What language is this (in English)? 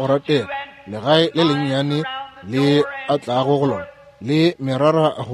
Northern Sotho